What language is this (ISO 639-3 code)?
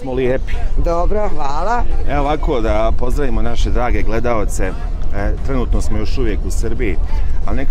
bos